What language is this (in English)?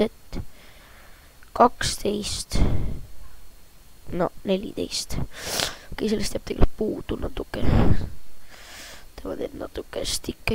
Estonian